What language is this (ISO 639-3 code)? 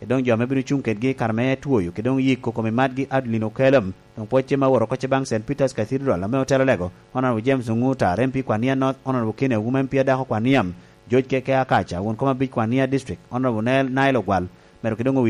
laj